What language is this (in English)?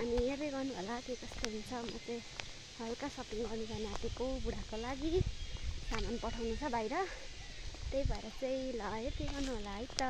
Nepali